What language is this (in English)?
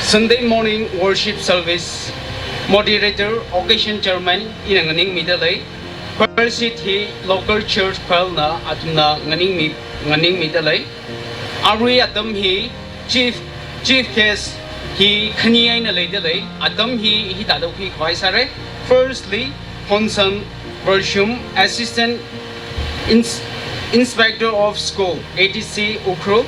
Tangkhul Naga (India)